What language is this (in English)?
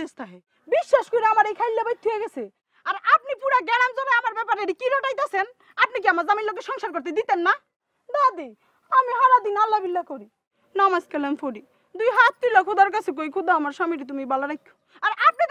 Bangla